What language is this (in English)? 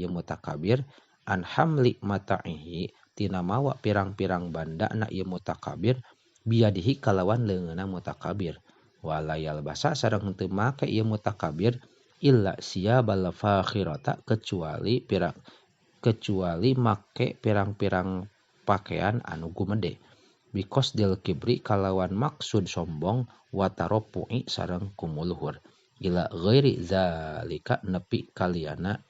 Sundanese